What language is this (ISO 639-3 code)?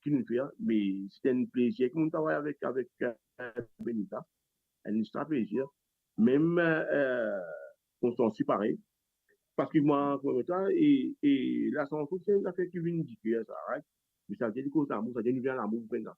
mfe